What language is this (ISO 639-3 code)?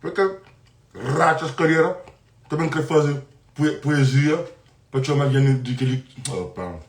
kea